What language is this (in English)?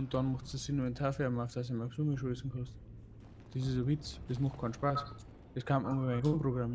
Bavarian